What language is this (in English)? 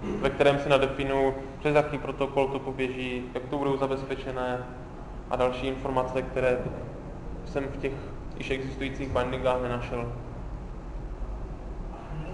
Czech